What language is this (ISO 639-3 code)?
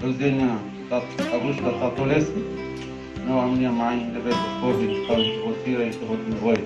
tet